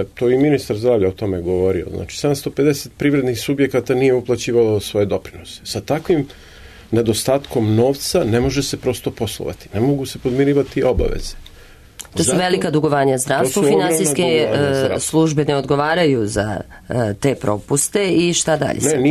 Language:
Serbian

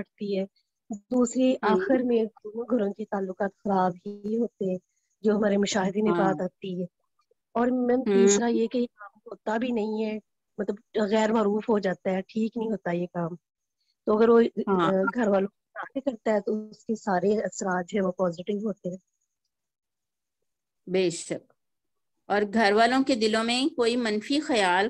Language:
Urdu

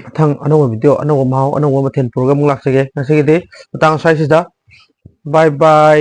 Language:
Manipuri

